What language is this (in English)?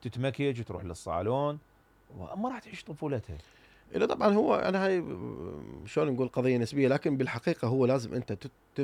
Mesopotamian Arabic